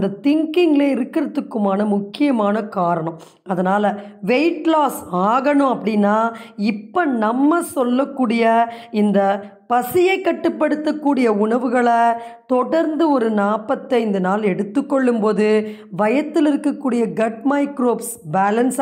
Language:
Tamil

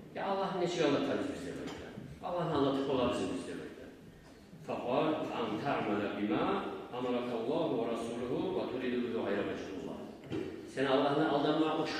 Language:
Kumyk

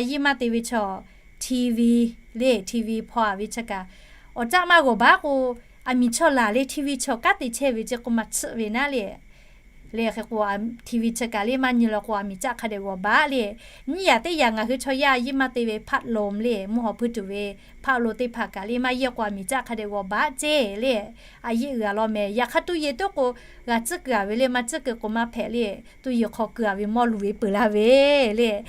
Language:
Lahu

